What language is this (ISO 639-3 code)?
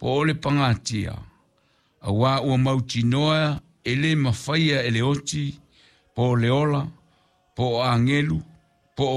smo